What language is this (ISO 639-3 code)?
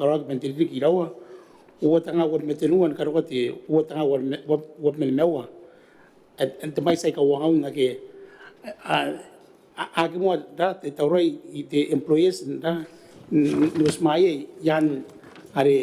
gil